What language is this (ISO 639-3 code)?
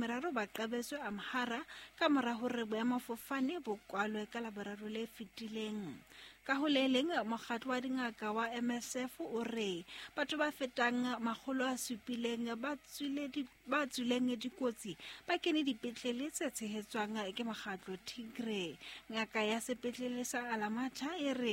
sot